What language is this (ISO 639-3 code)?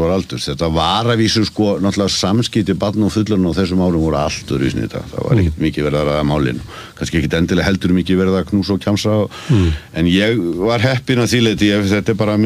isl